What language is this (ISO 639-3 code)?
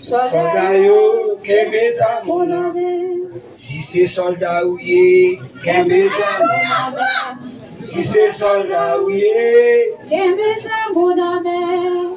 hat